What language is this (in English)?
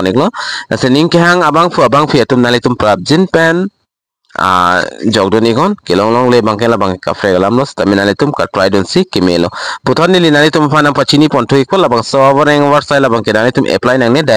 Karbi